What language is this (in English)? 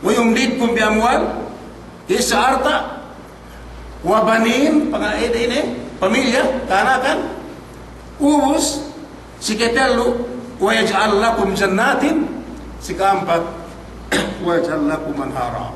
Yakan